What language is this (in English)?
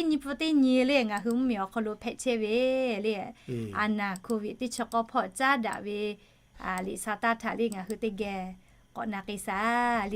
Lahu